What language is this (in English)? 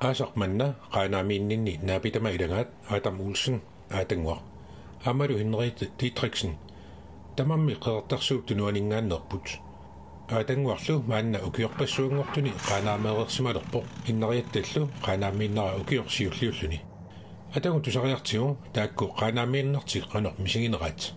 Kalaallisut